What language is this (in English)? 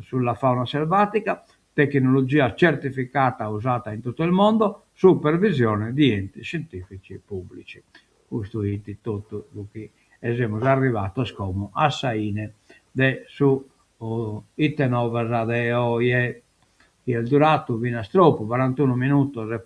Sardinian